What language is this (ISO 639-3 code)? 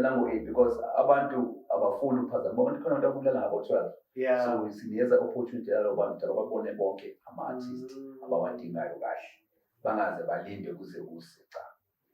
zul